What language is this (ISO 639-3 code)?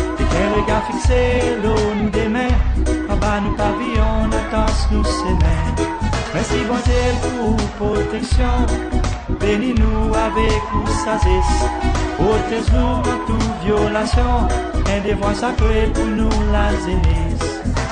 crs